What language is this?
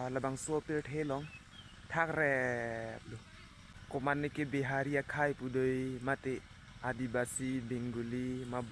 Karbi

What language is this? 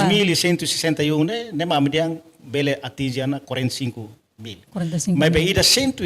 Tetum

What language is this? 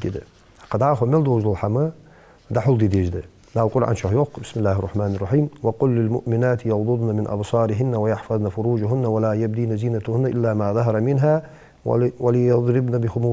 Ingush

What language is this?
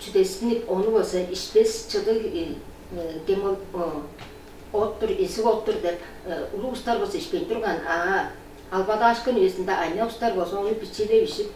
Tuvinian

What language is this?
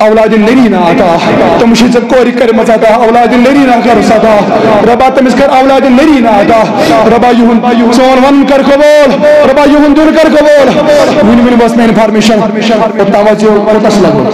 Kashmiri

